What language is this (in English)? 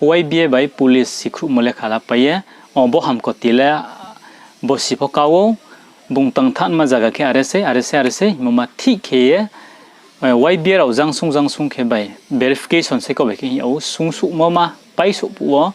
Riang (India)